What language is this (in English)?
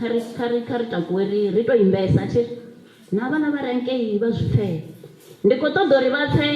Venda